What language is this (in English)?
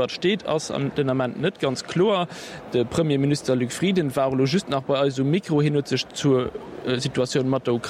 Luxembourgish